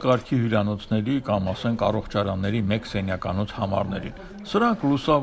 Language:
Armenian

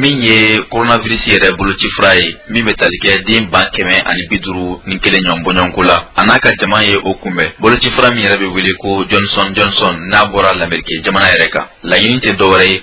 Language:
Bambara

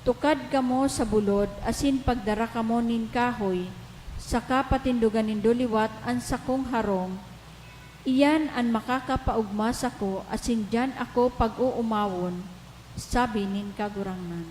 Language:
Bikol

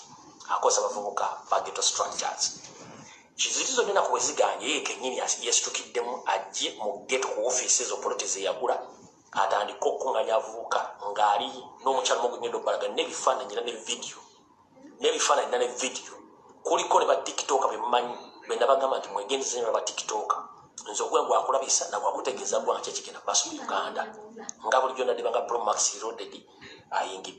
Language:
Ganda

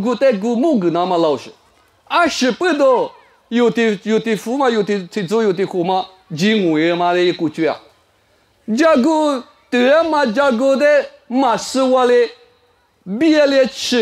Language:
Lisu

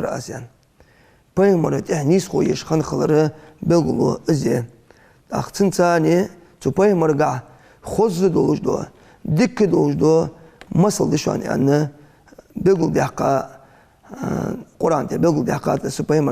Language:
Ingush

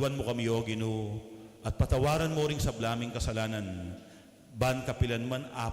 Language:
Pampanga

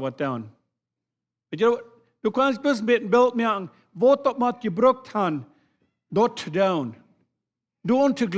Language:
Plautdietsch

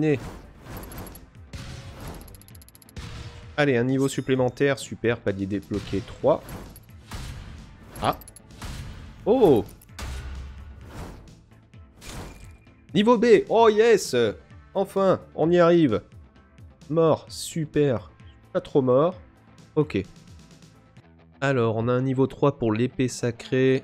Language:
French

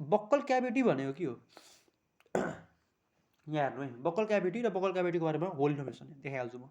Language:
Nepali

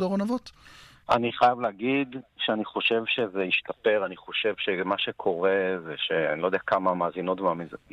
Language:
Hebrew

